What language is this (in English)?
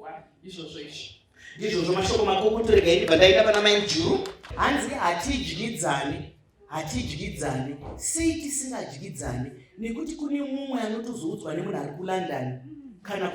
Shona